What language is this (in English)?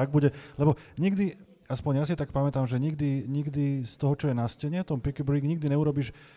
Slovak